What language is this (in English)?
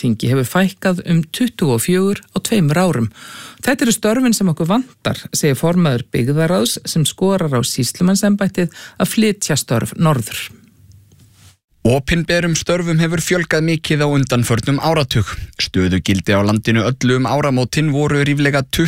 Icelandic